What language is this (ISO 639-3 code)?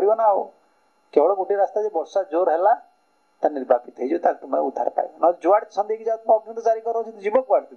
ori